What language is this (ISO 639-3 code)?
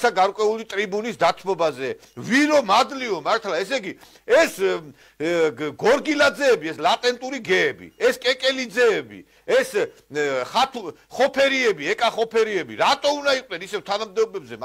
kat